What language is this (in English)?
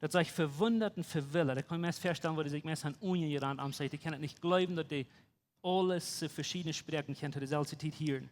Plautdietsch